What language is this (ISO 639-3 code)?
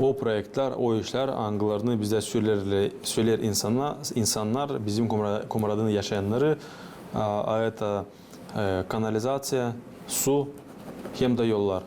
gag